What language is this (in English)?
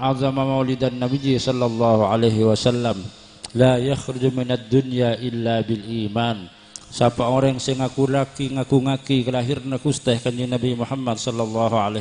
Madurese